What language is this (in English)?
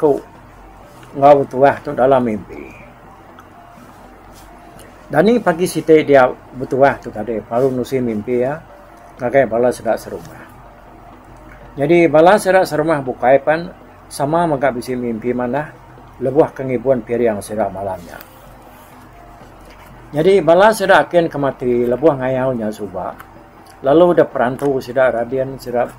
Iban